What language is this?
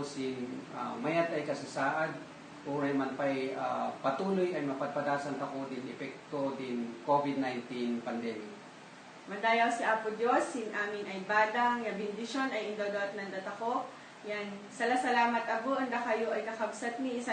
Kankanaey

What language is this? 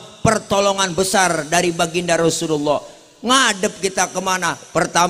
Betawi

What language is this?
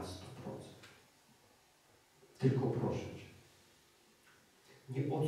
Polish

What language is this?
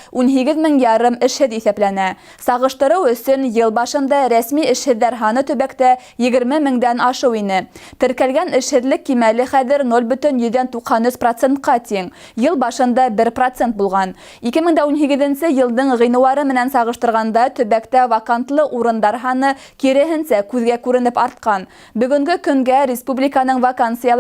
Bashkir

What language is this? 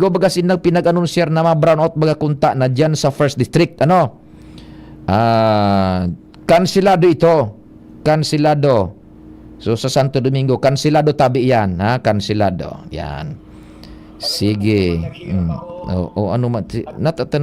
Bikol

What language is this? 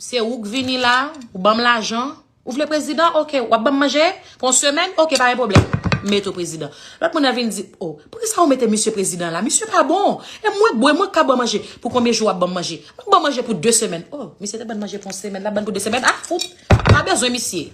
Haitian Creole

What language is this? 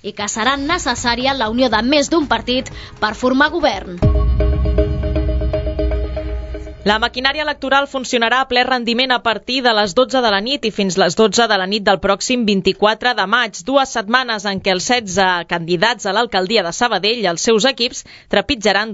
Catalan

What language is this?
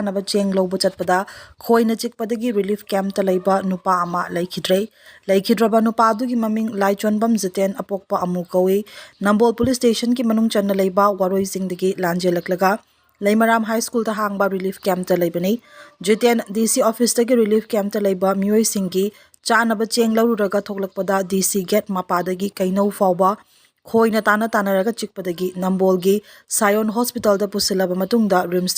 Manipuri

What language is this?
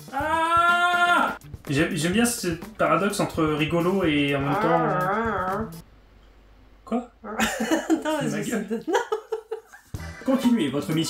French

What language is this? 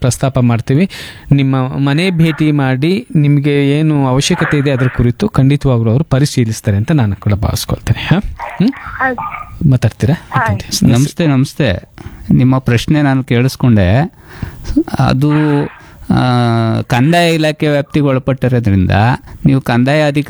Kannada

